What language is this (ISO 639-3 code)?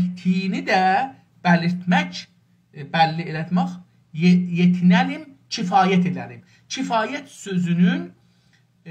azb